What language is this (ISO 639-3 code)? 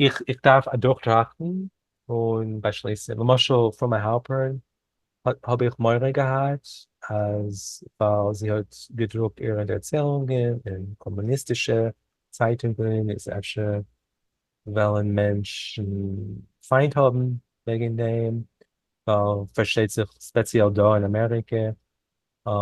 yid